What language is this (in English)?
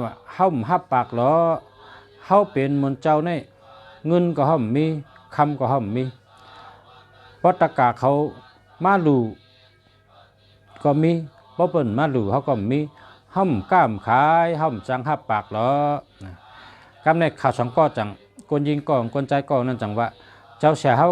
Shan